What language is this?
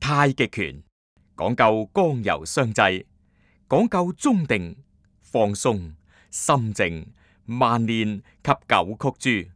Cantonese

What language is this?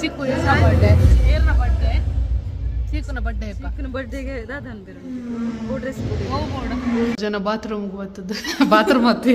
Tulu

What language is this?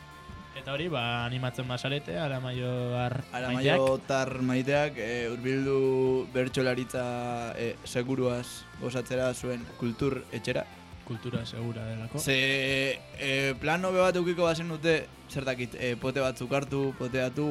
Basque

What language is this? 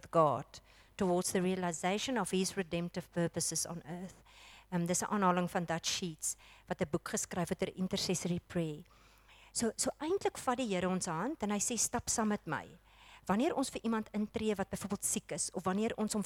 Afrikaans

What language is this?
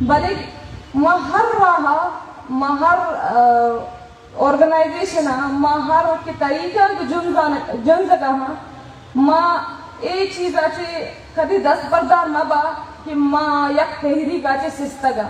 Baluchi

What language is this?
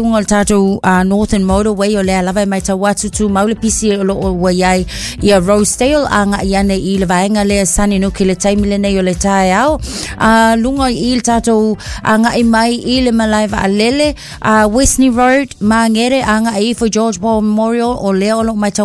Samoan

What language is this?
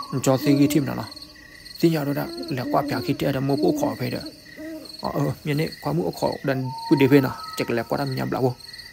S'gaw Karen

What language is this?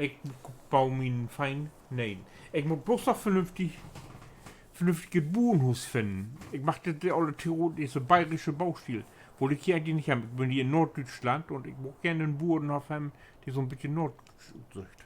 Low German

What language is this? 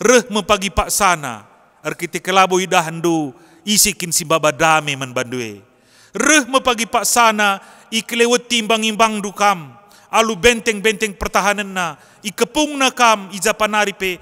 Batak Karo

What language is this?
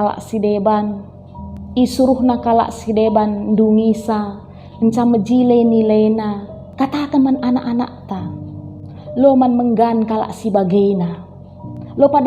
Batak Karo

